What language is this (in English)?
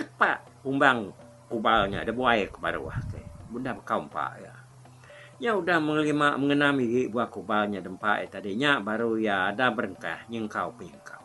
Iban